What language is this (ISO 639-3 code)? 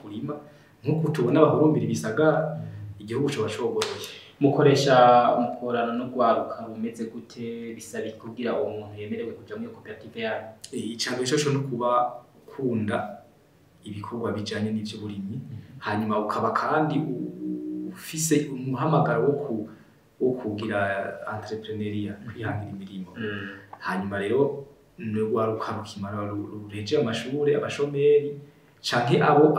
run